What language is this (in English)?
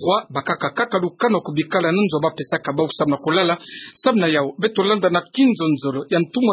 Kituba (Democratic Republic of Congo)